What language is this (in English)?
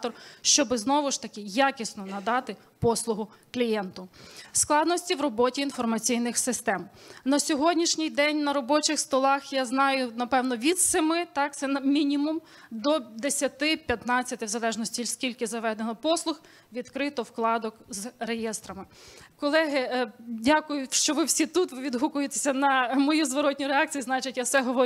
Ukrainian